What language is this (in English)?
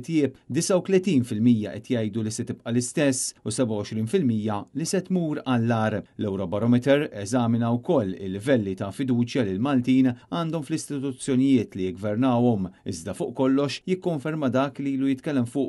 Maltese